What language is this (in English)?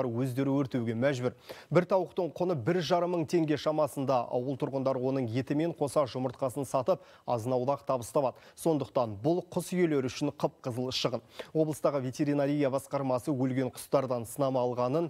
Kazakh